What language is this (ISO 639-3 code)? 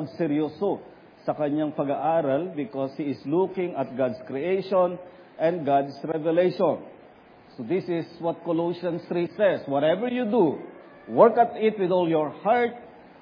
fil